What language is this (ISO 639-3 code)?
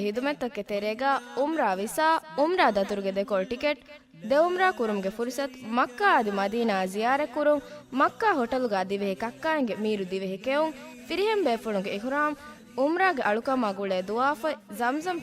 div